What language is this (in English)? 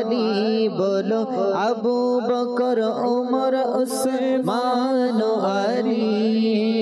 Bangla